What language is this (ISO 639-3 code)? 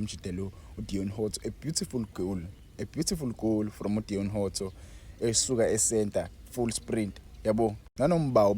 zul